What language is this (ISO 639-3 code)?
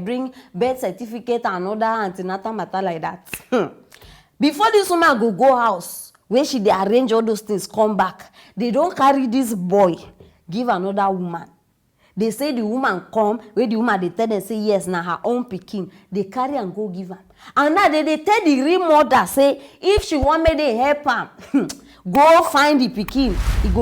pcm